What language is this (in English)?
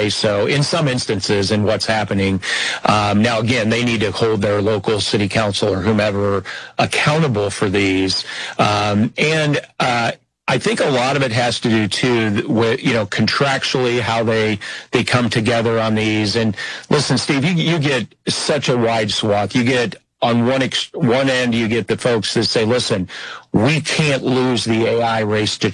English